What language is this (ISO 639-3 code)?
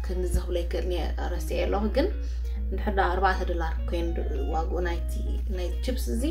tir